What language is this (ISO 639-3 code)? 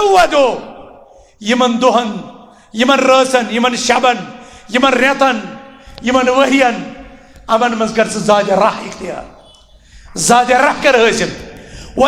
kas